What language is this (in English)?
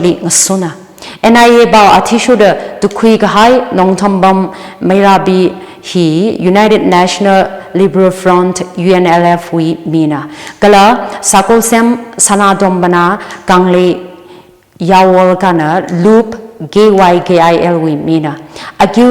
Tangkhul Naga (India)